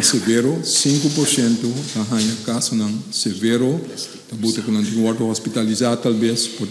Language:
Papiamento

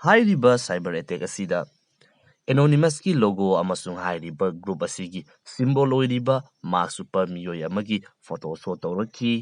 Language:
Manipuri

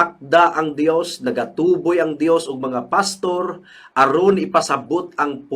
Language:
Cebuano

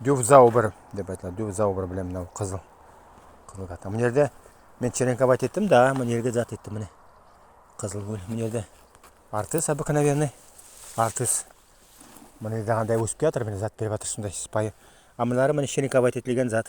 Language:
Nogai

